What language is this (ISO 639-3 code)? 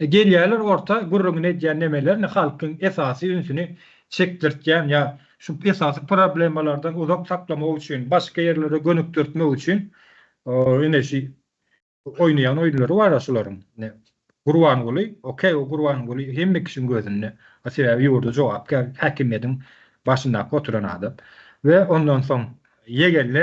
tuk